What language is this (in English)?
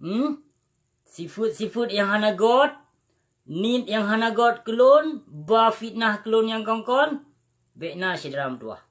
Achinese